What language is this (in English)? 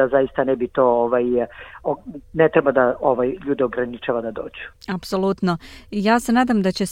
Serbian